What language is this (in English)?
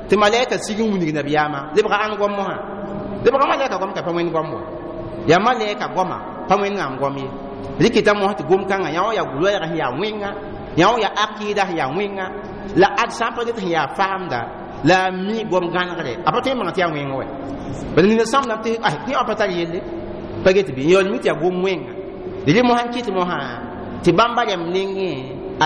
Mossi